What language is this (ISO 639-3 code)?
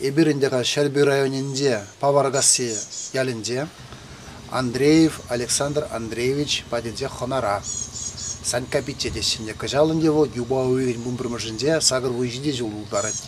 chv